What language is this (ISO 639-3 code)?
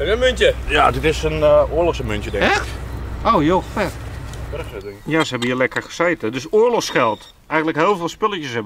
nld